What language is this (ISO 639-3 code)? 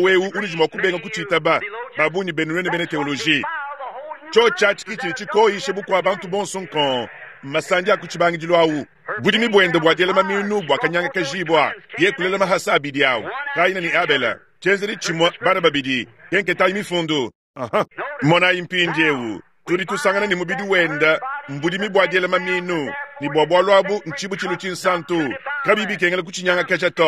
lua